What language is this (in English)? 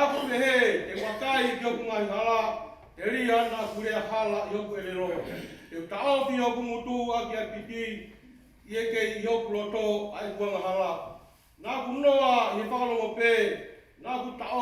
Tongan